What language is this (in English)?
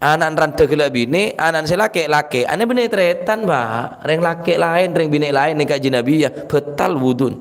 Madurese